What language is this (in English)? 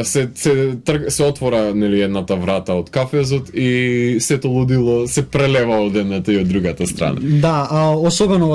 Macedonian